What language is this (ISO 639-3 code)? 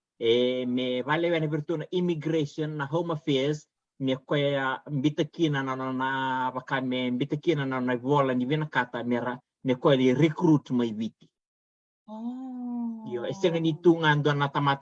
fij